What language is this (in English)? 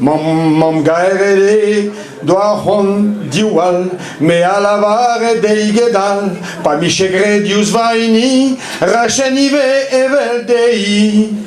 Breton